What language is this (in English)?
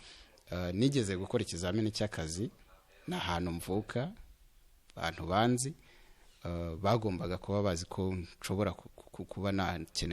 Kinyarwanda